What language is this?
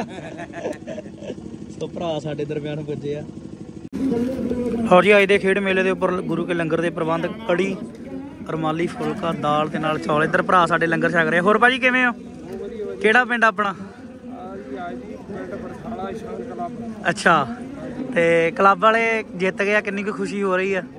Punjabi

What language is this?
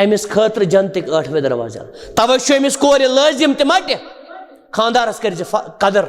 Kashmiri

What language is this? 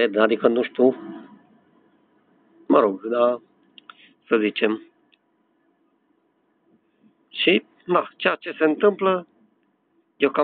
Romanian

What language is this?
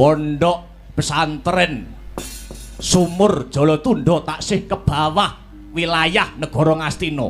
Javanese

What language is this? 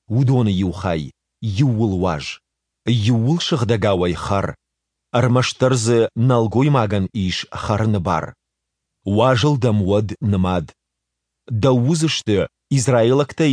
Ossetic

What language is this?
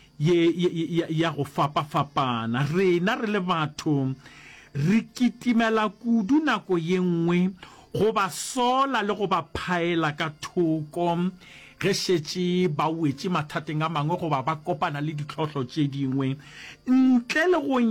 Northern Sotho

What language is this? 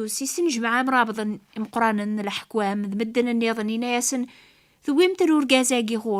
Kabyle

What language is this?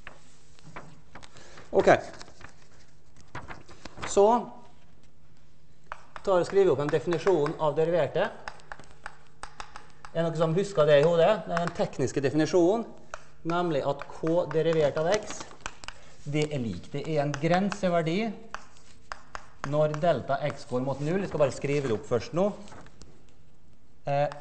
Norwegian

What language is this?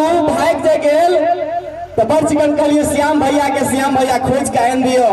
Maithili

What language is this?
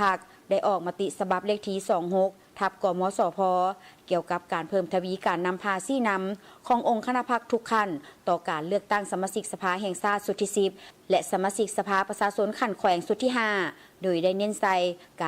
Lao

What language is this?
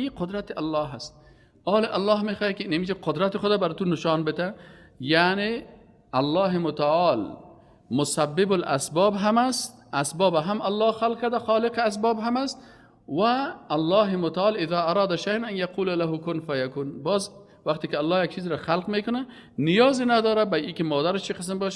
Persian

